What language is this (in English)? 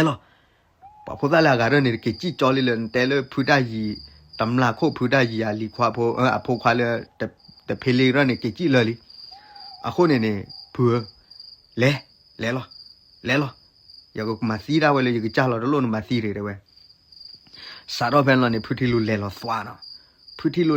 S'gaw Karen